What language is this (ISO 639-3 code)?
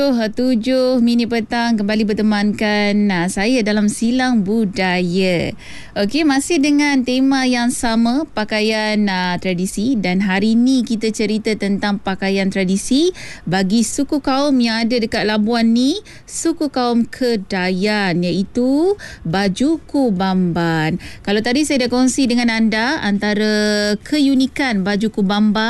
msa